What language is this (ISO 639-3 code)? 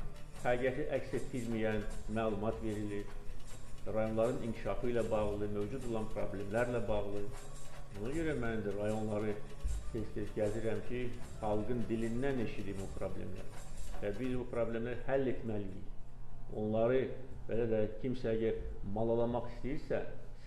aze